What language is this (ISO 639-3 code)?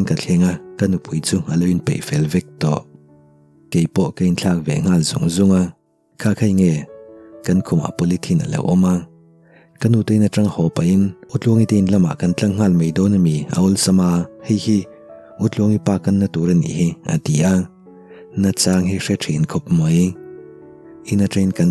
lus